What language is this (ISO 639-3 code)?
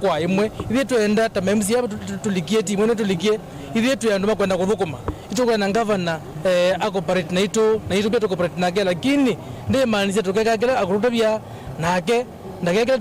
kam